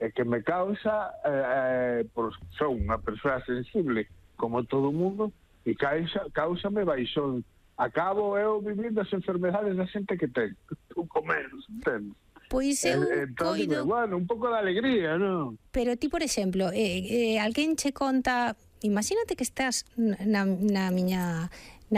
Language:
Galician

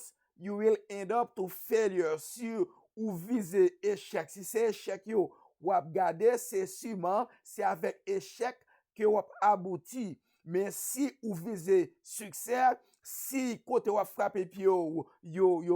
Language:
Haitian Creole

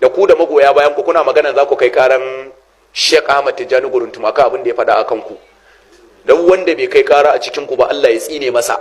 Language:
Hausa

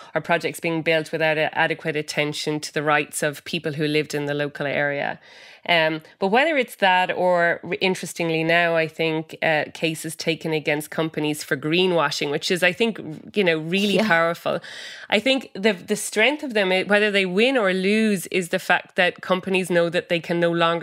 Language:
English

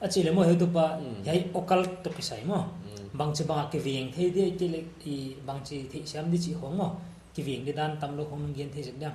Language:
Paite Chin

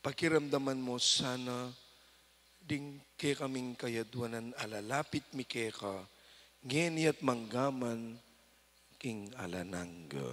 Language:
Pampanga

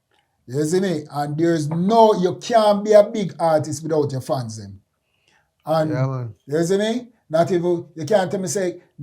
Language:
Jamaican Creole English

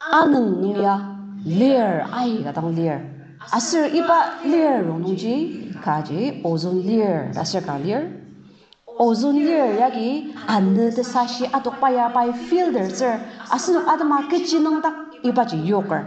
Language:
Ao Naga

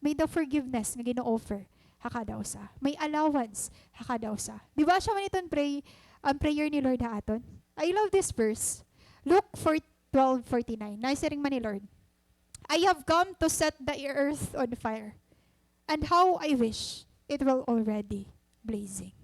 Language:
Waray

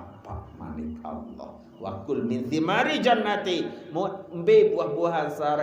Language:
Sasak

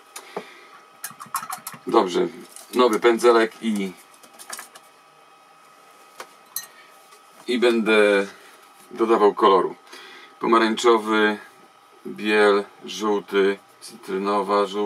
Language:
Polish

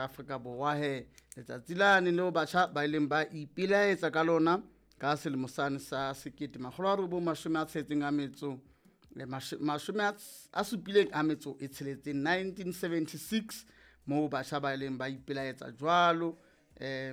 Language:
Southern Sotho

